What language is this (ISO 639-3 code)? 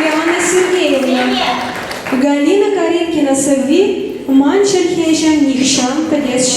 chv